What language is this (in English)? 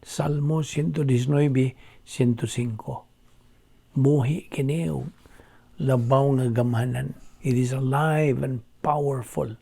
Cebuano